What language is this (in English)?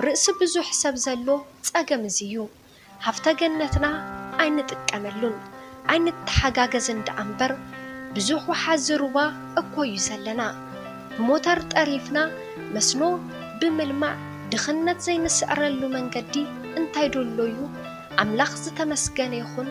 Tigrinya